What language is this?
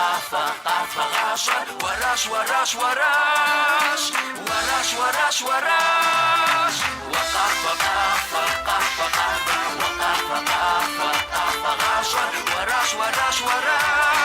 Kabardian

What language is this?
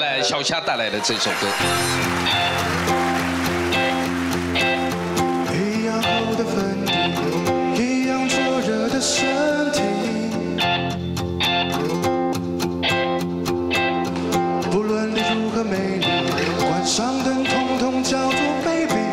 Chinese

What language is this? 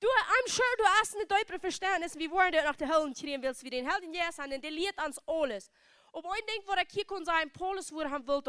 Plautdietsch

